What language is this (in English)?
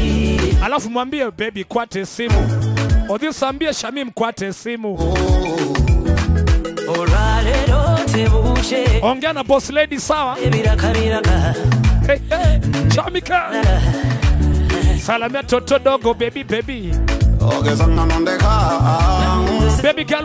Swahili